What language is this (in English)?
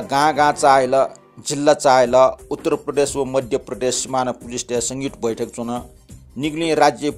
Newari